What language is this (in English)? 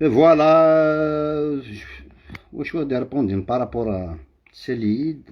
Kabyle